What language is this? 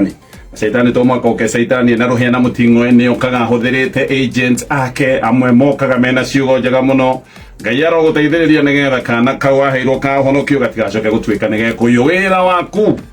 Kikuyu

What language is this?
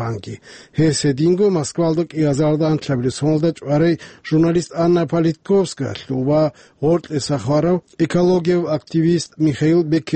Avaric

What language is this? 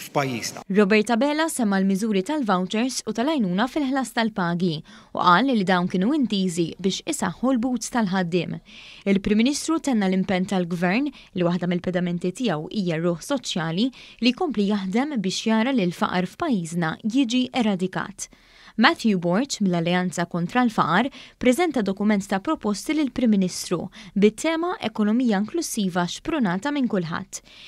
Maltese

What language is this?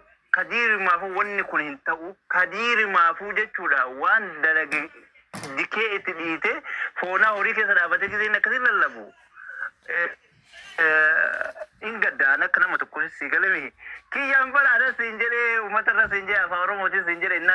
Oromo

